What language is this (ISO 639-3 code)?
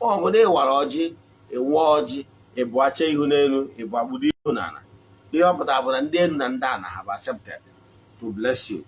ibo